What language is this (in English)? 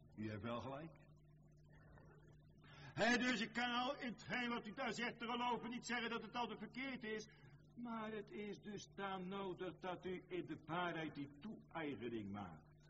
Dutch